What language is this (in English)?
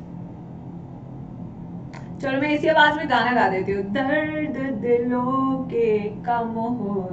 Hindi